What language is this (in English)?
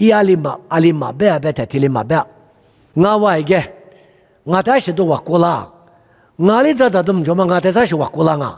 Lisu